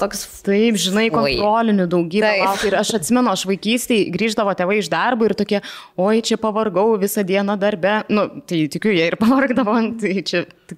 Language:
Lithuanian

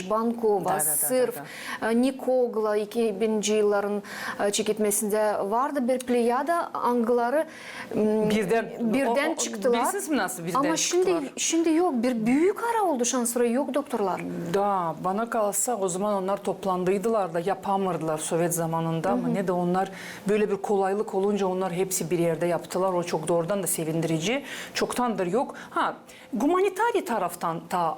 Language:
Gagauz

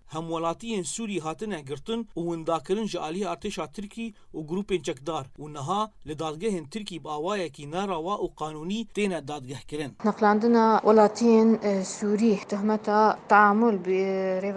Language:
Kurdish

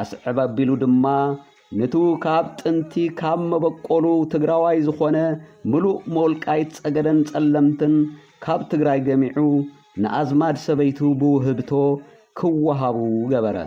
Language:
Tigrinya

